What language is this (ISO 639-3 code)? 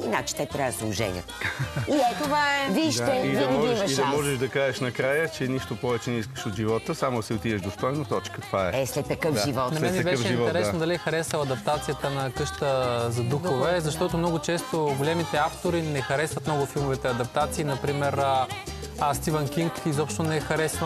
bul